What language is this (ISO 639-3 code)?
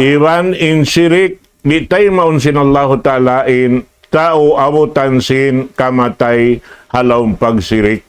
tsg